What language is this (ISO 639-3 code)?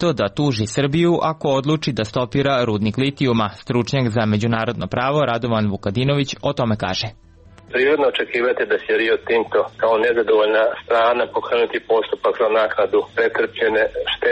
srp